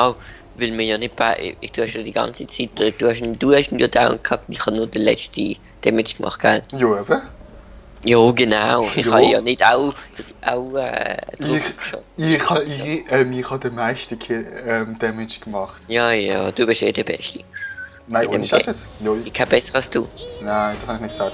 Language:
Swiss German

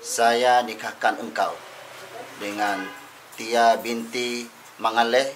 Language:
Makassar Malay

